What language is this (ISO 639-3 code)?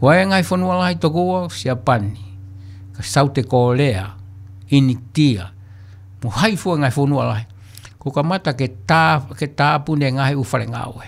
ton